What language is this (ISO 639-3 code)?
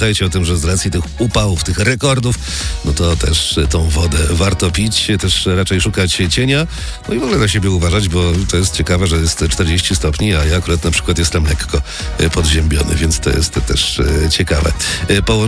pol